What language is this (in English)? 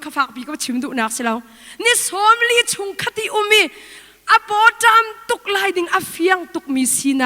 Hakha Chin